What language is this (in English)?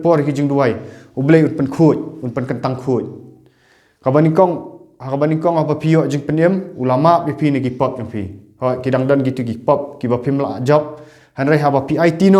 Khasi